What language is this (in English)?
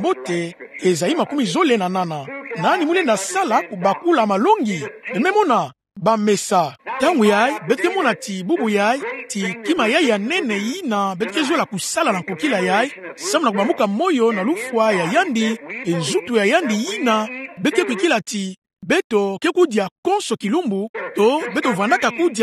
Kituba (Democratic Republic of Congo)